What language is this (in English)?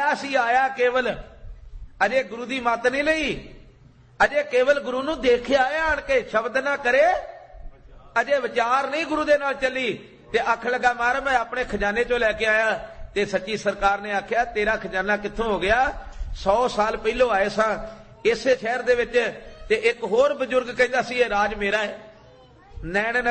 Punjabi